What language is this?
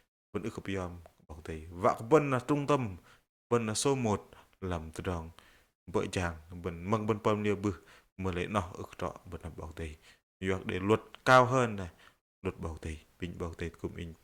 Bahnar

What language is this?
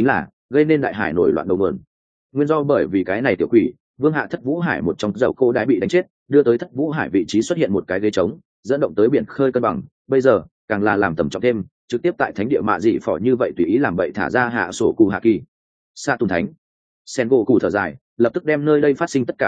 Vietnamese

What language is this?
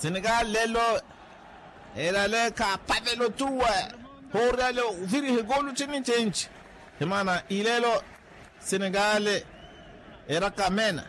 Makhuwa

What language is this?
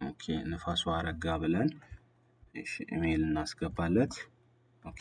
Amharic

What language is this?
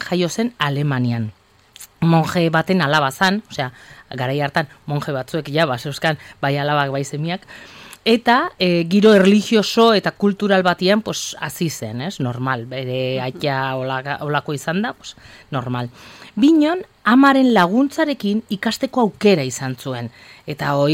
Basque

